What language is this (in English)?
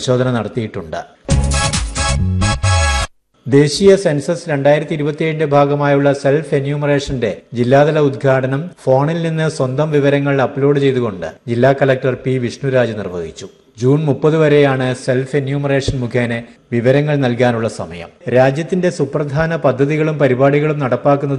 Malayalam